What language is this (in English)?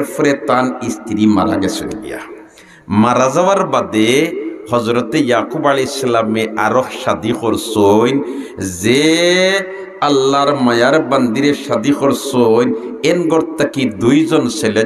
Sylheti